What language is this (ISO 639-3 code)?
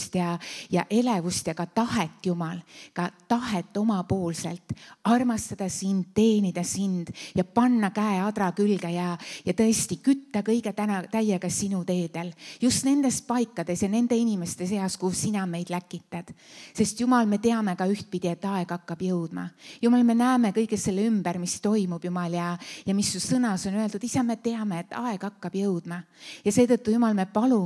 est